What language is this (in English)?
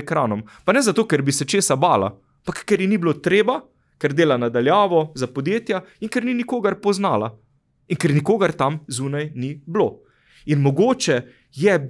Slovenian